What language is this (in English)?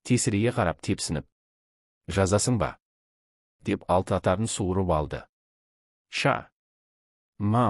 Kazakh